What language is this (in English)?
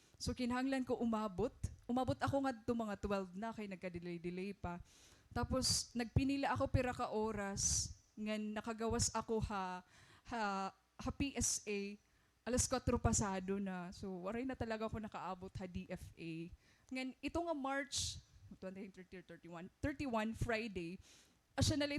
Waray